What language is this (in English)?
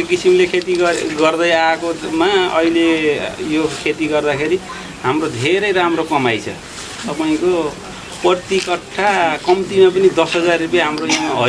Nepali